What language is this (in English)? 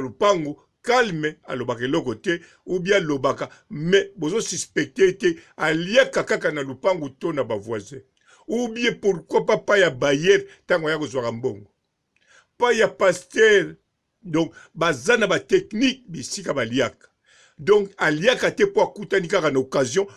Lingala